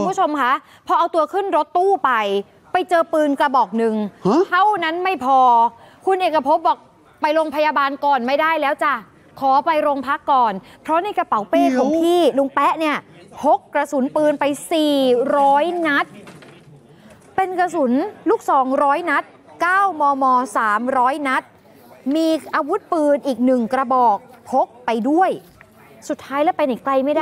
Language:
Thai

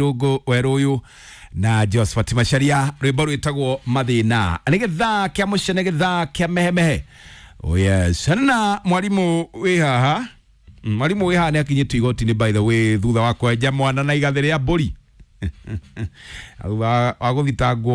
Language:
Kikuyu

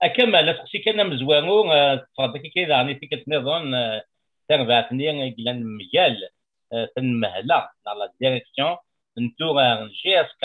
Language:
Kabyle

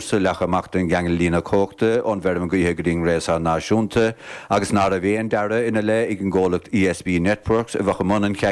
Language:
Irish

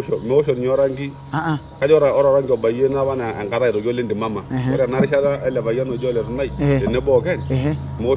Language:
Masai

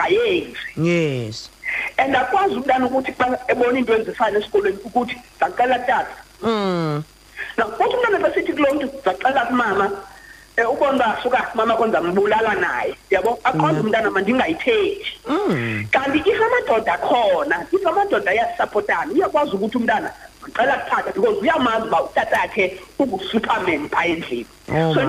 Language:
Xhosa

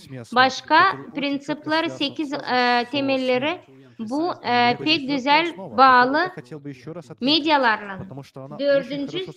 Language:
Gagauz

